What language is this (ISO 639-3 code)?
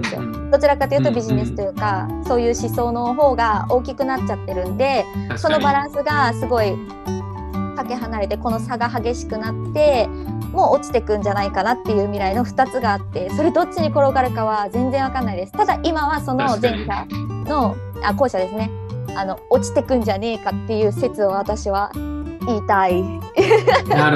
jpn